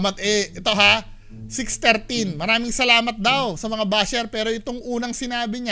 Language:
Filipino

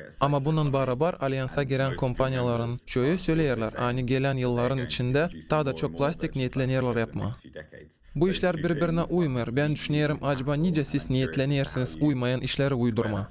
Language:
Gagauz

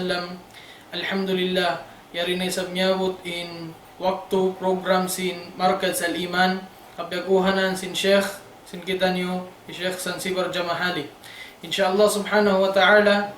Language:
Tausug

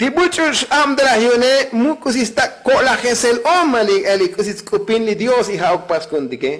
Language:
Tzotzil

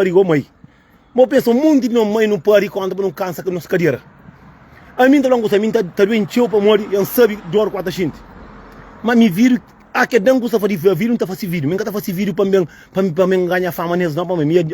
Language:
Kabuverdianu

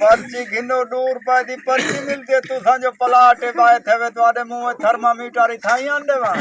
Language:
Saraiki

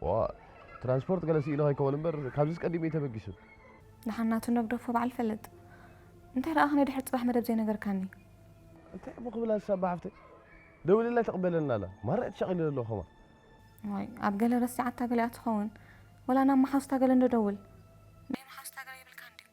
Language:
Tigrinya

